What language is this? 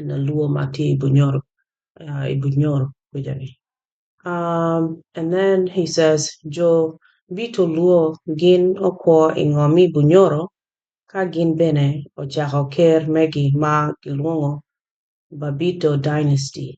Acoli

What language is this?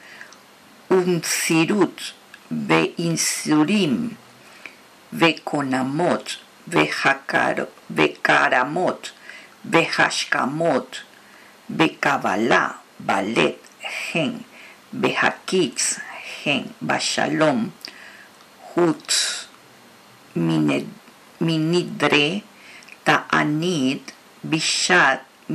Hebrew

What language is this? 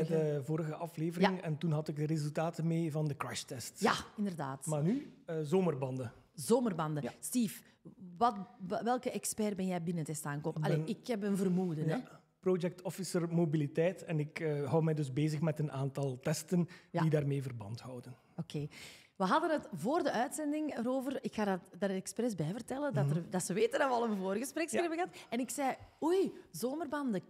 Dutch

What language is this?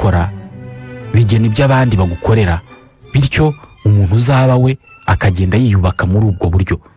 Kinyarwanda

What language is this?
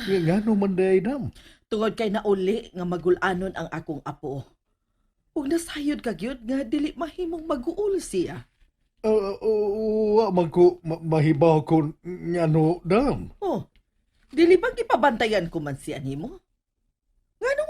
Cebuano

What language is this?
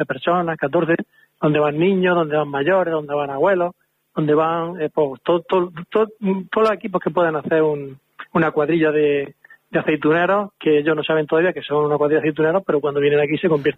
Spanish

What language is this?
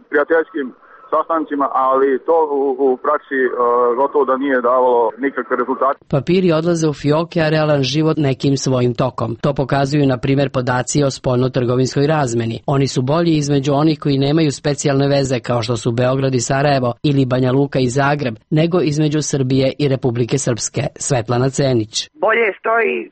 Serbian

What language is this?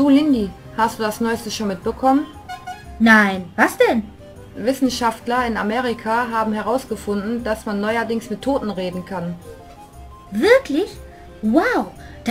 German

